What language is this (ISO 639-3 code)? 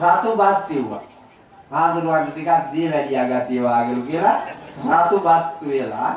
sin